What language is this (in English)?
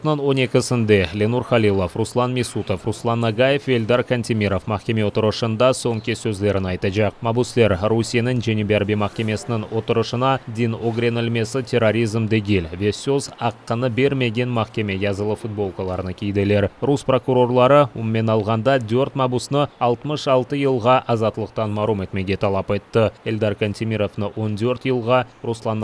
Crimean Tatar